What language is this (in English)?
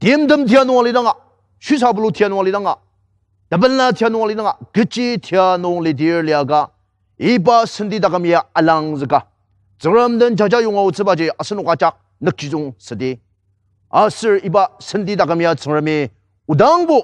Ao Naga